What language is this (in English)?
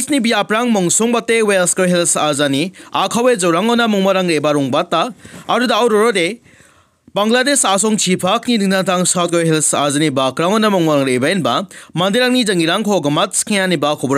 Garo